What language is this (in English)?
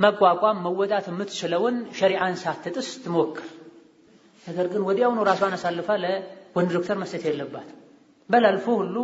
Amharic